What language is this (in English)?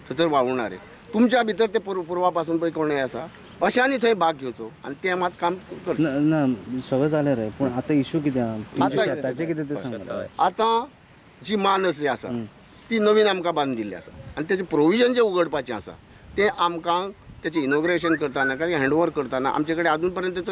Konkani